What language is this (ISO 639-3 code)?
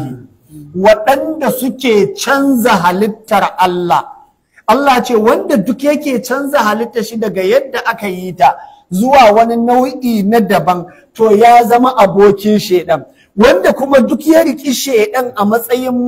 hau